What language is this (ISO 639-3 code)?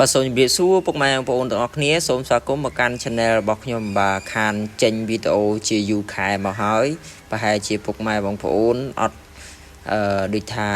khm